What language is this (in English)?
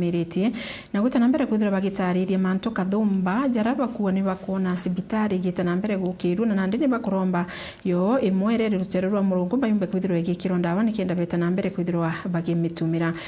Meru